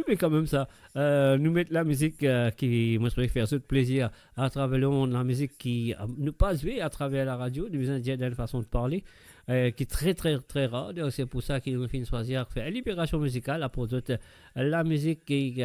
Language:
Morisyen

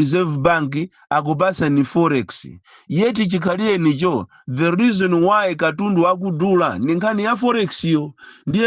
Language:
Nyanja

